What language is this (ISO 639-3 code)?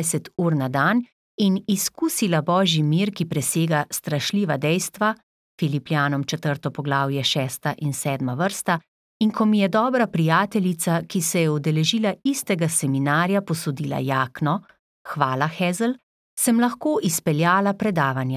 slv